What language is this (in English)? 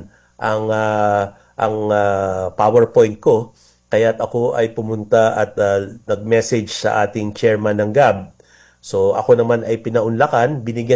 Filipino